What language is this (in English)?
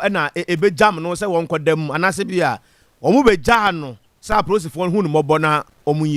Akan